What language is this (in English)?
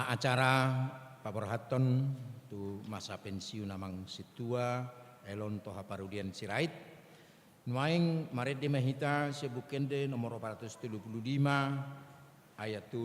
Batak Toba